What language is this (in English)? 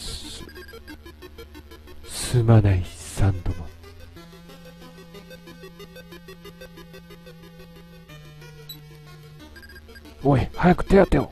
Japanese